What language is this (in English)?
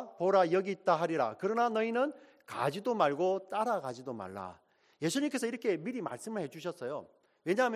Korean